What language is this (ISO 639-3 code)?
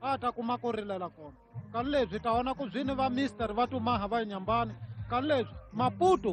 tso